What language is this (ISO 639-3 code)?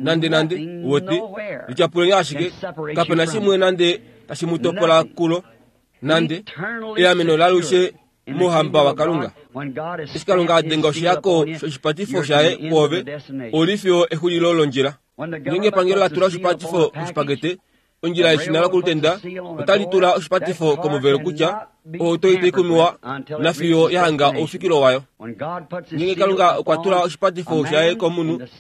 kua